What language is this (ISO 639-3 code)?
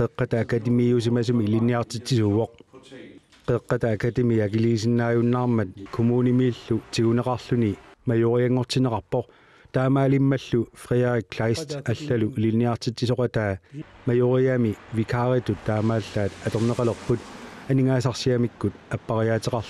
kal